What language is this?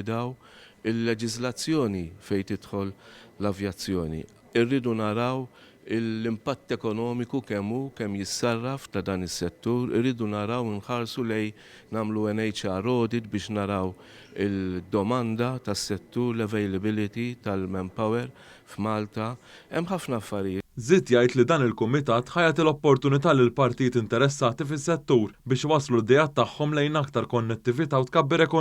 Maltese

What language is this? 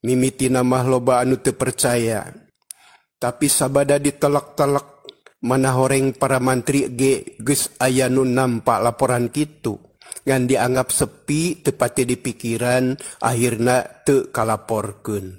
Sundanese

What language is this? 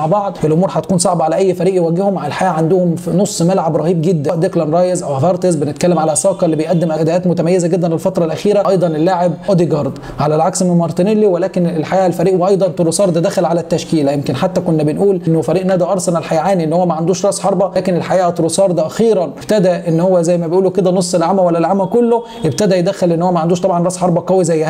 Egyptian Arabic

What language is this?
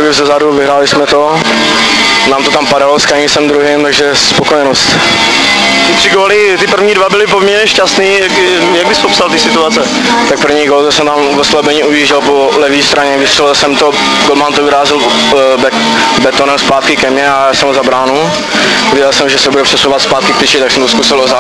Czech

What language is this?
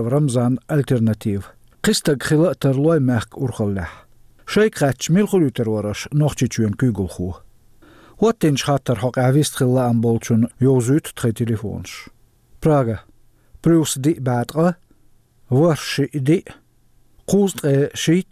Chechen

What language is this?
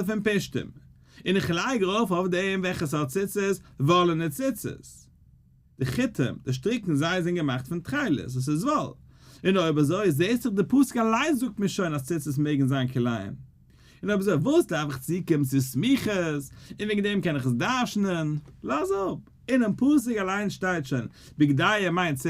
Yiddish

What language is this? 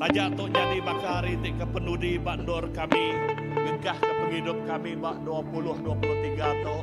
Iban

